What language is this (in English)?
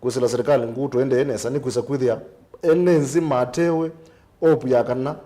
Kamba